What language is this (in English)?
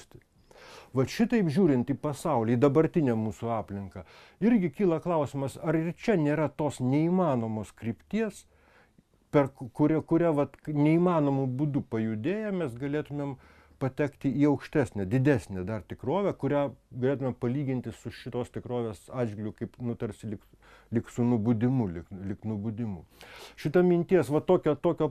Lithuanian